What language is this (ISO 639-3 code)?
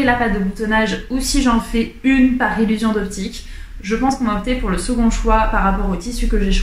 fra